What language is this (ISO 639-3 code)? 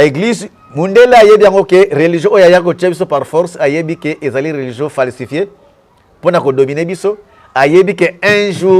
lin